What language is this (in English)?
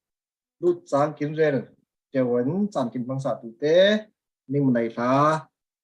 Falam Chin